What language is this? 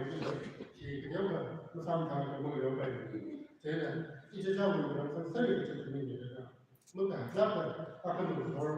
Tangkhul Naga (India)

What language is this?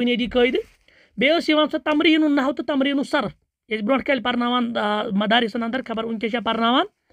Kashmiri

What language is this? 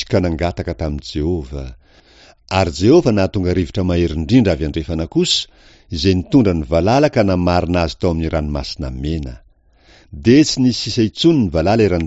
Malagasy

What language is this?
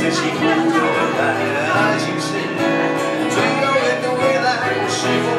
Chinese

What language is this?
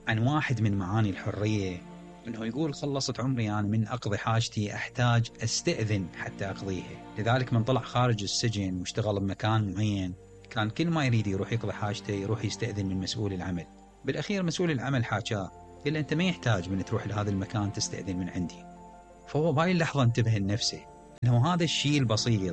Mesopotamian Arabic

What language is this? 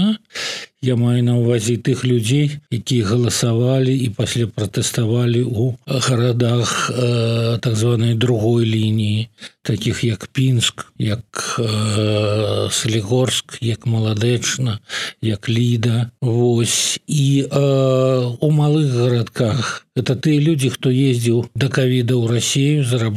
Belarusian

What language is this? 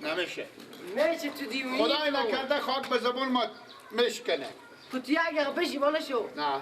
Persian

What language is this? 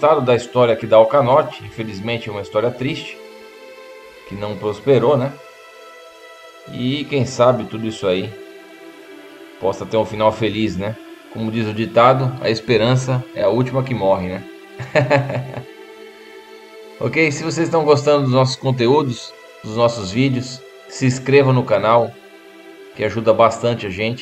Portuguese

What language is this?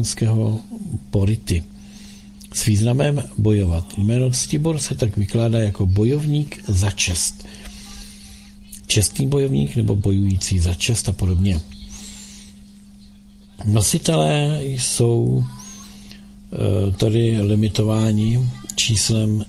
Czech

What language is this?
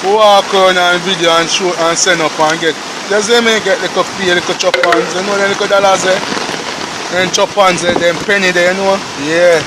Jamaican Creole English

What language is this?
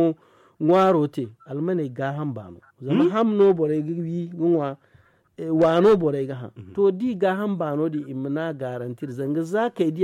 Zarma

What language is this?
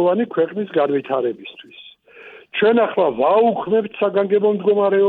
Georgian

